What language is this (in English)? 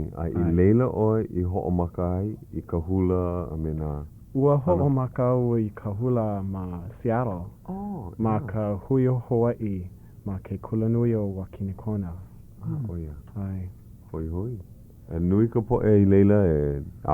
Hawaiian